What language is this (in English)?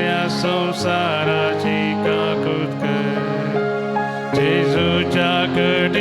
Konkani